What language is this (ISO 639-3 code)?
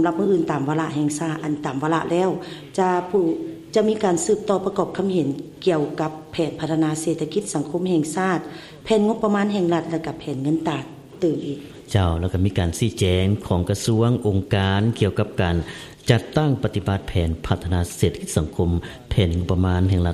lao